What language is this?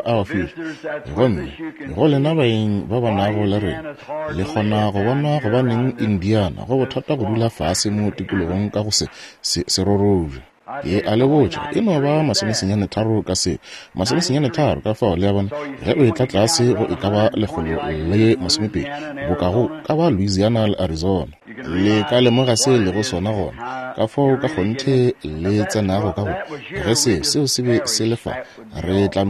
Northern Sotho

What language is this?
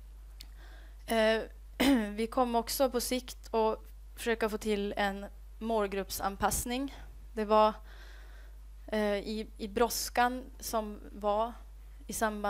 Swedish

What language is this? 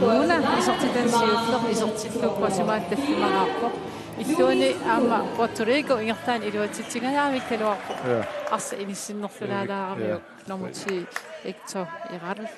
Kalaallisut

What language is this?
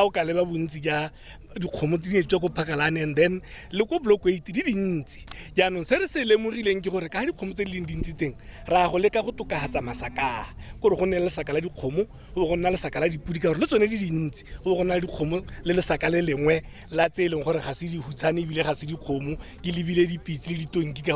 Tswana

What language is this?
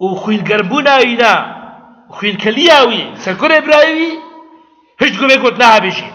Kurdish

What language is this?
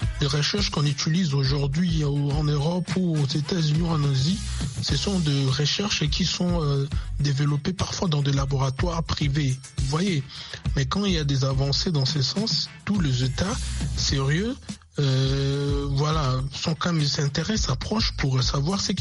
French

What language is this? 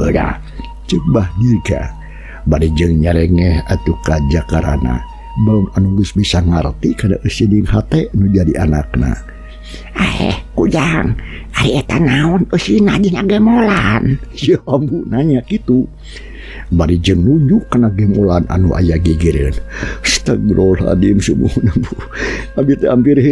Sundanese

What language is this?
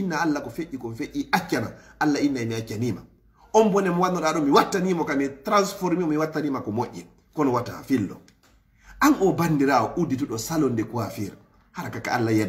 Fula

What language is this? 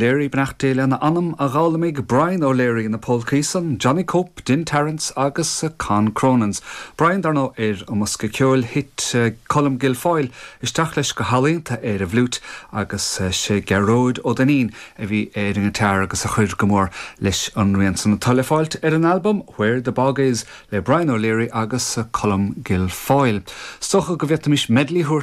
Irish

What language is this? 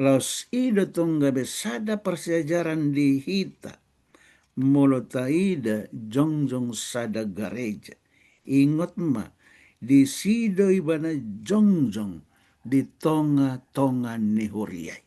Batak Toba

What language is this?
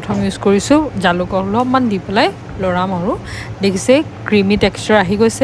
Assamese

